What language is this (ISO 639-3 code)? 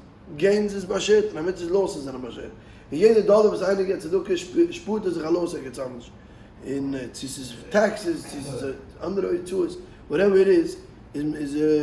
yid